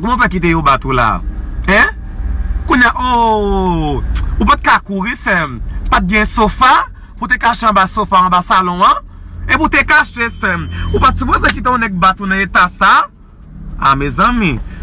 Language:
Haitian Creole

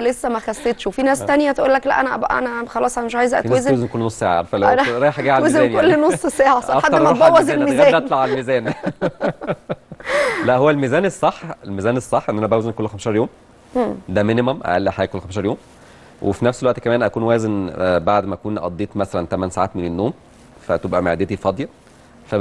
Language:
Egyptian Arabic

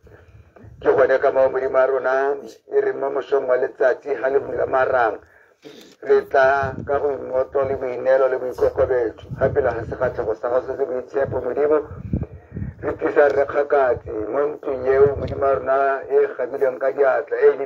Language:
Tswana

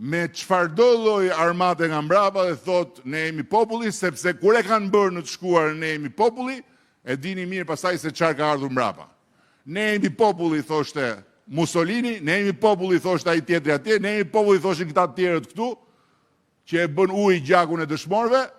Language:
Albanian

